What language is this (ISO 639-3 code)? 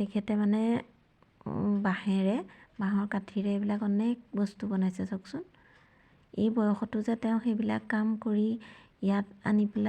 asm